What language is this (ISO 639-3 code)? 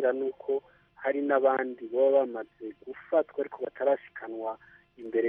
kin